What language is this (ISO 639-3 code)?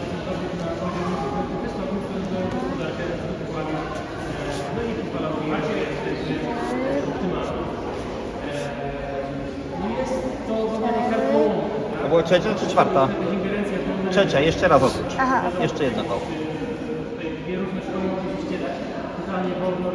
pol